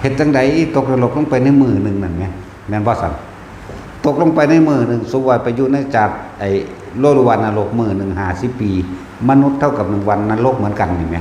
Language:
Northeastern Thai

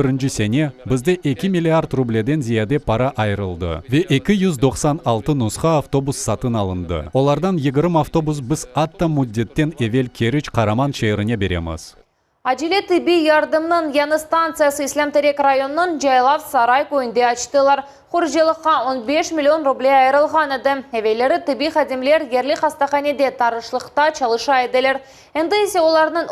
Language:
Crimean Tatar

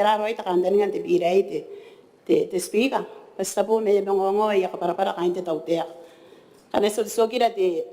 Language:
Gilbertese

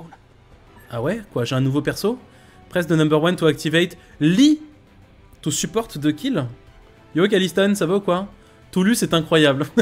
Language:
French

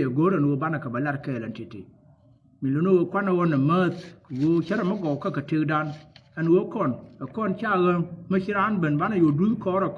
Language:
Nuer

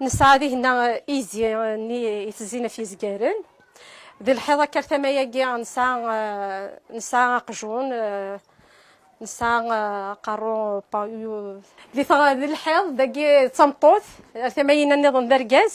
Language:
Kabyle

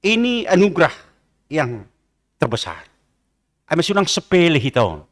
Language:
Batak Simalungun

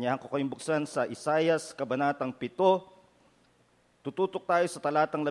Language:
Filipino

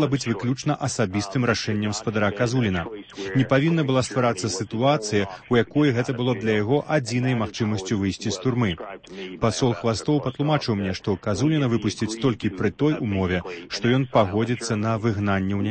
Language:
Belarusian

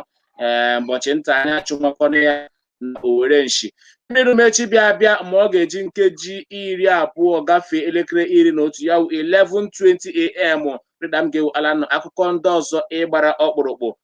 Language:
Igbo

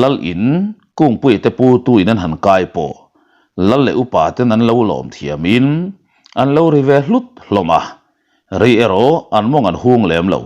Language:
Mizo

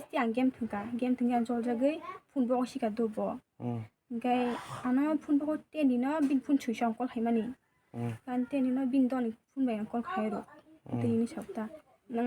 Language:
Kok Borok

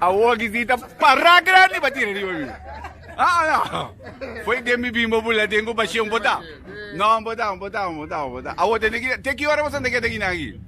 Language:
Papiamento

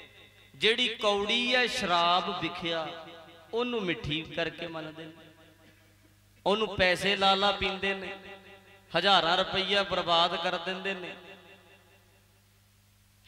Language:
Punjabi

